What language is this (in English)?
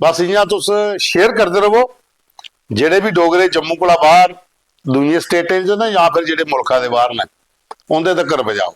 Dogri